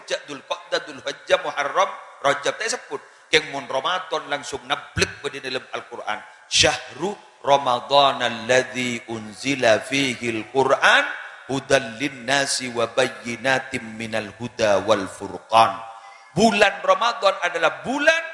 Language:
Madurese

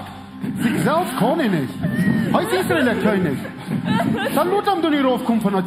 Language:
Plautdietsch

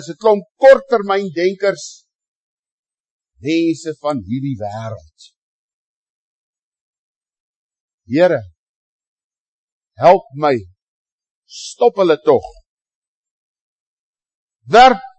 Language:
Afrikaans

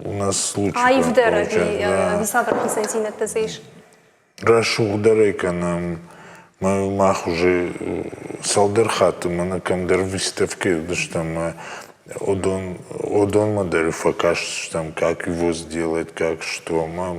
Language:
Ossetic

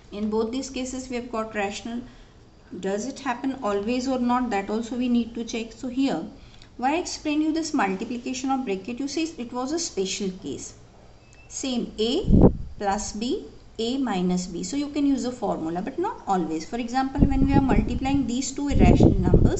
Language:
English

